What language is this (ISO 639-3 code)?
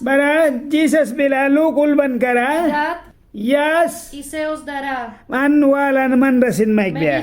miq